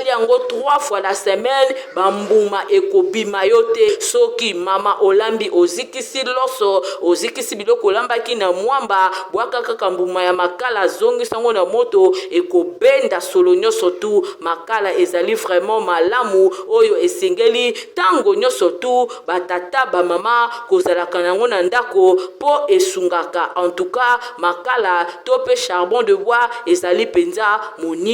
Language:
Lingala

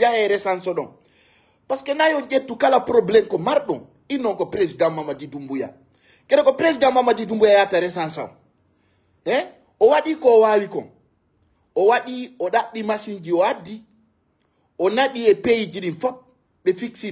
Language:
Fula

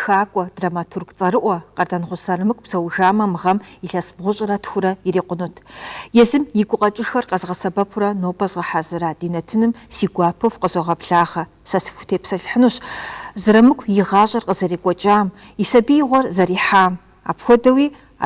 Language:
Kabardian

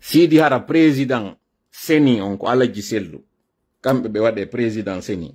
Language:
Fula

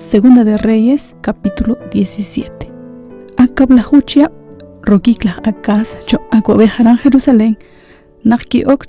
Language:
Kekchí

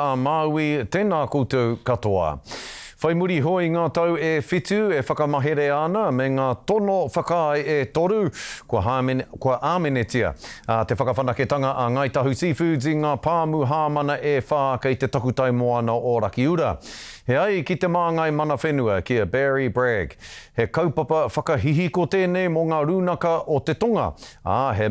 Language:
Māori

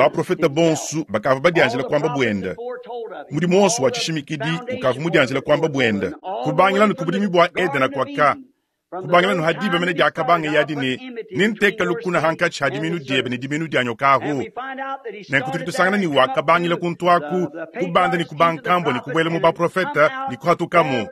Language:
Luba-Lulua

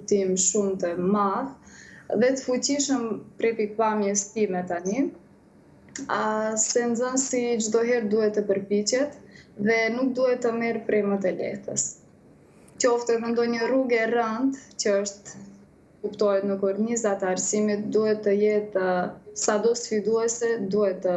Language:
Albanian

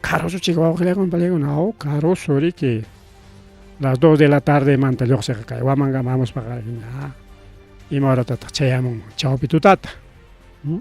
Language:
Ayacucho Quechua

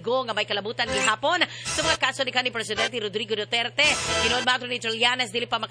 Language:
Cebuano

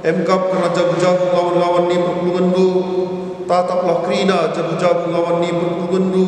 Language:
Batak Karo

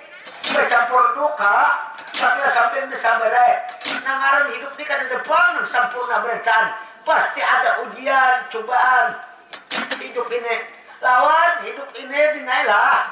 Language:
Banjar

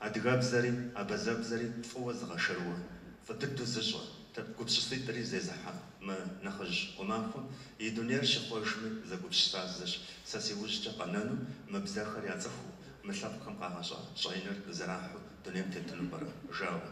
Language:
Kabardian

